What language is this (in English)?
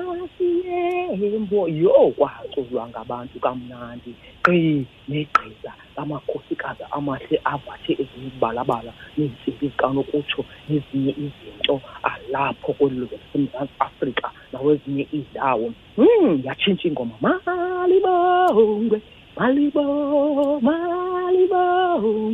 Xhosa